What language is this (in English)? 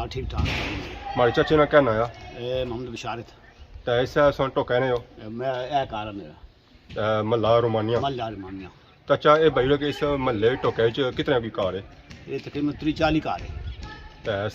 Pahari-Potwari